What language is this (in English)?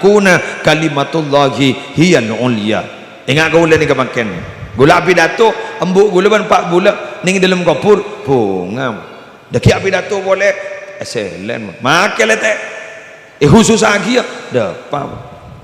Madurese